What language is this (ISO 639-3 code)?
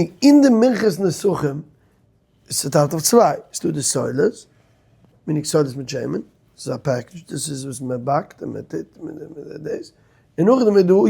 yid